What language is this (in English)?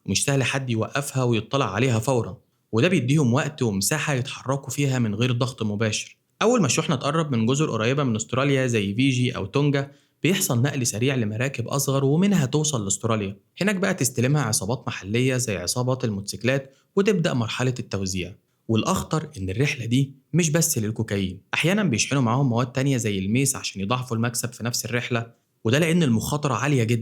Egyptian Arabic